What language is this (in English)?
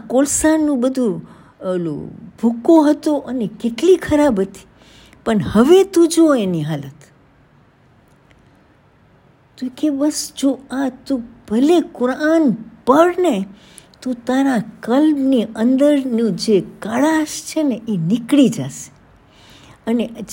Gujarati